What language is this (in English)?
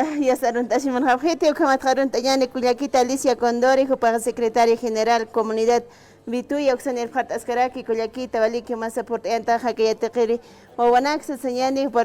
Aymara